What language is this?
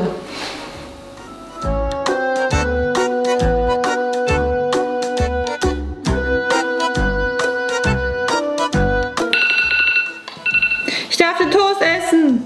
German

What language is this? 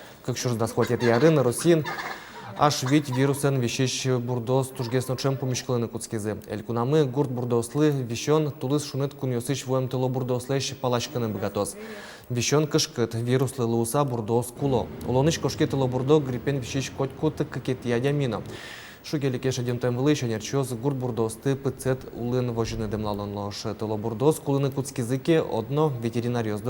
Udmurt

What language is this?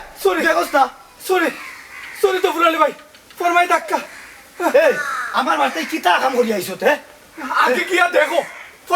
Sylheti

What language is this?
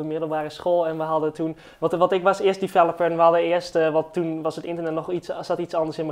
Dutch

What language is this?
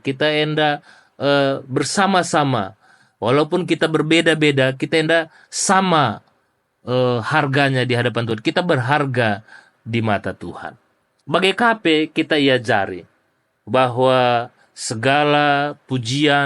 Batak Karo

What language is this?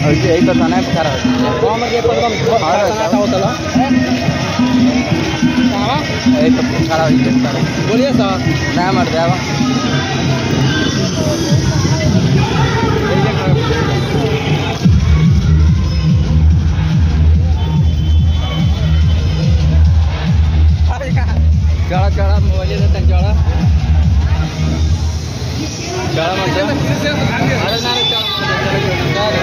Bhojpuri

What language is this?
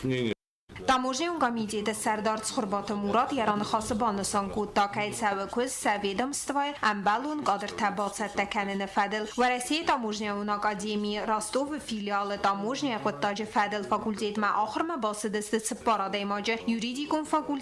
Ossetic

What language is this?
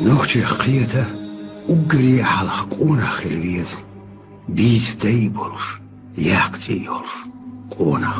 Chechen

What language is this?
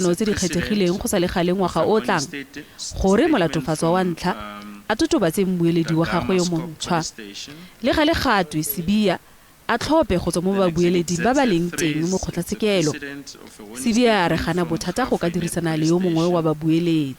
Tswana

